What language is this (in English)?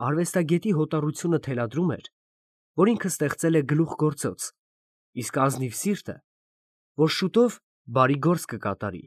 Armenian